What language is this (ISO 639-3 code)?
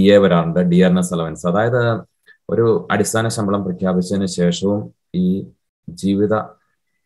mal